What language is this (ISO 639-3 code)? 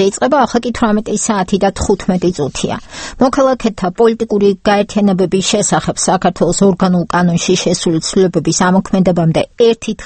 kat